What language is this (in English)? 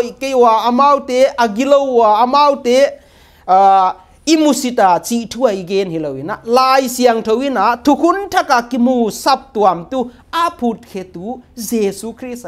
Paite Chin